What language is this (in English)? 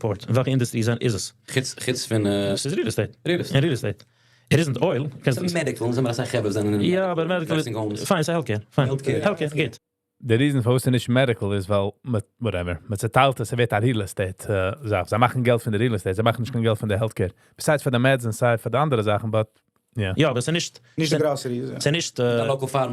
Yiddish